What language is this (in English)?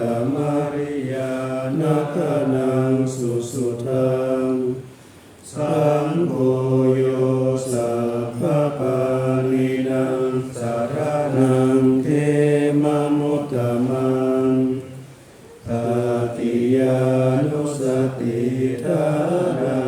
Pali